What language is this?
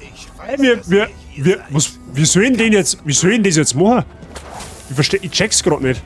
Bavarian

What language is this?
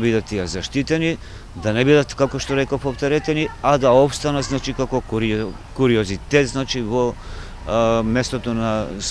Macedonian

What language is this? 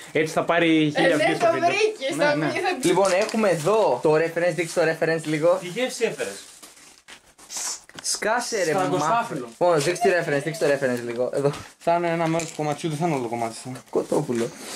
Greek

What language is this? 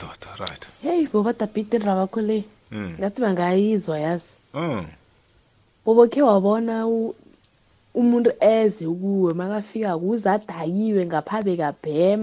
South Ndebele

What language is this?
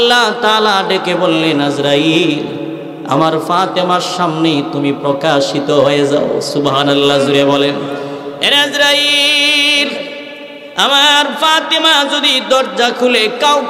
Bangla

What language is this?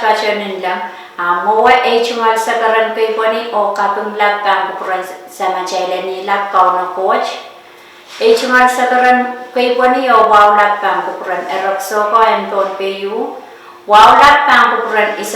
Pohnpeian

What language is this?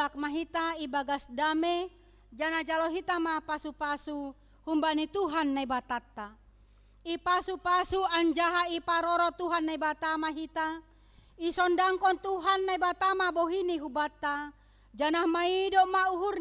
Batak Simalungun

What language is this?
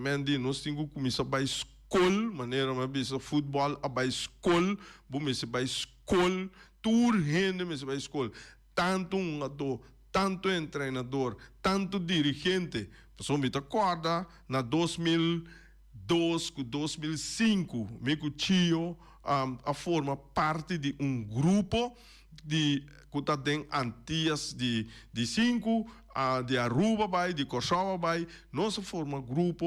Papiamento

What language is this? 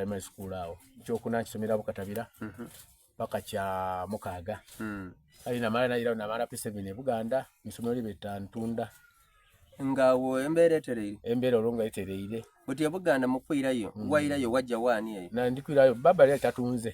Soga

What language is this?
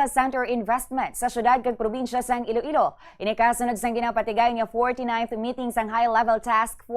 Hiligaynon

